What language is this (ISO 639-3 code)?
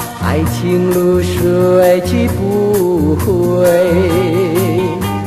zho